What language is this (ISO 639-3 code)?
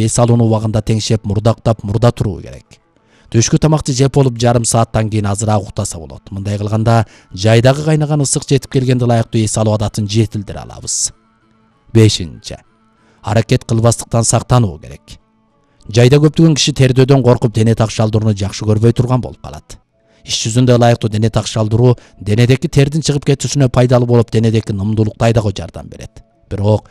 kir